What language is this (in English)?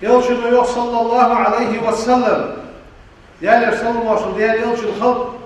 Ingush